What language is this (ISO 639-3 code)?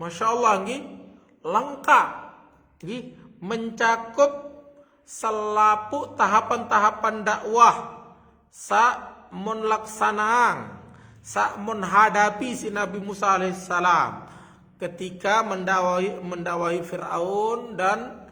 sas